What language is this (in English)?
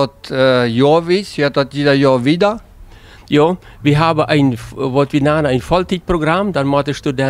Plautdietsch